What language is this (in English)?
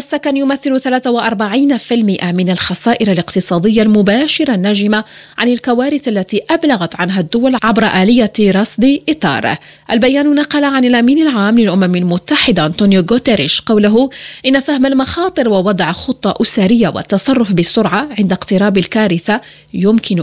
Arabic